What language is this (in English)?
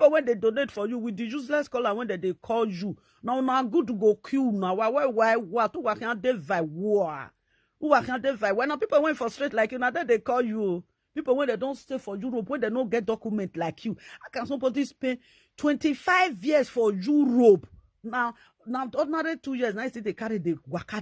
Nigerian Pidgin